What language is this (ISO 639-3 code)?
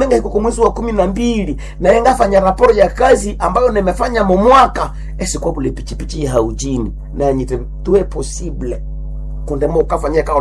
nnb